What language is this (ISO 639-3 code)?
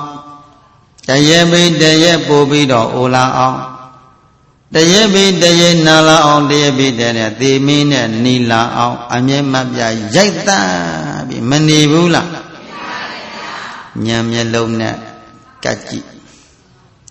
mya